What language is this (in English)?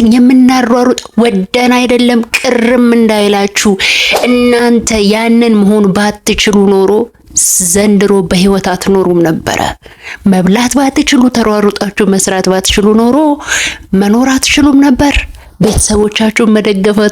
Amharic